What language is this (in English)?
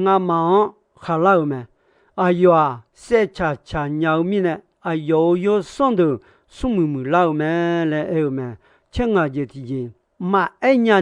Akha